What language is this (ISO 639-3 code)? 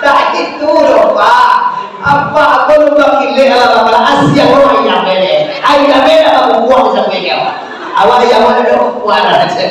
min